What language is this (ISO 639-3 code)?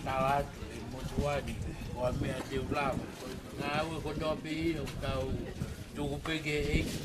ton